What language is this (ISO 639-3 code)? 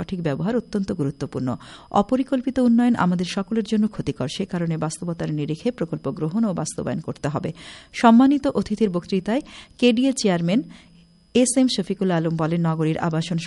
ben